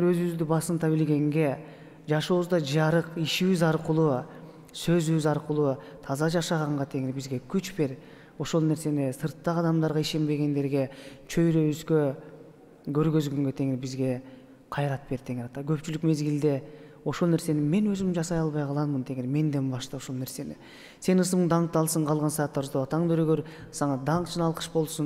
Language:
Kyrgyz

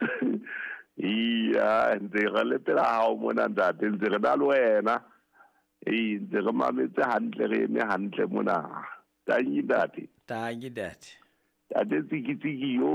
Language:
Southern Sotho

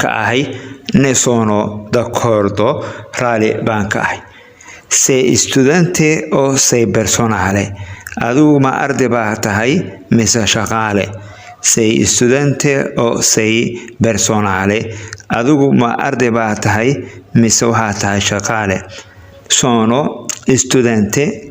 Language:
Somali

